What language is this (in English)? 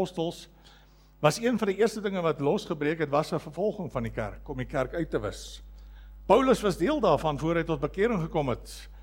Afrikaans